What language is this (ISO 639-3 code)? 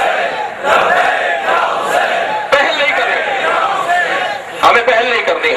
urd